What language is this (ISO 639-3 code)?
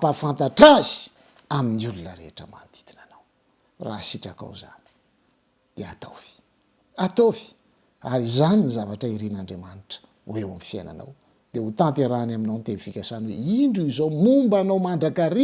mlg